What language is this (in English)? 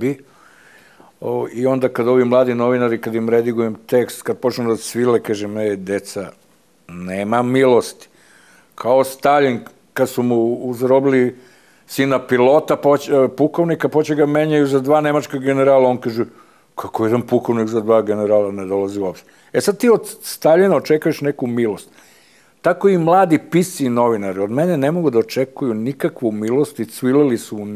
Serbian